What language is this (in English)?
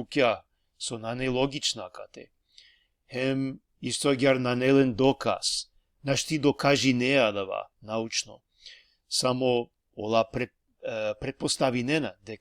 Balkan Romani